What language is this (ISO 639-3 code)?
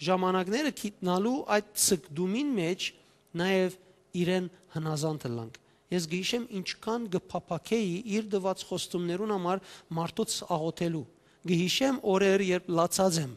hyw